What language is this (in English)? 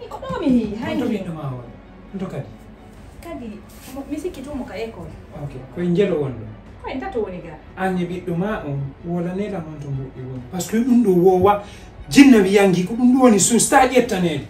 Fula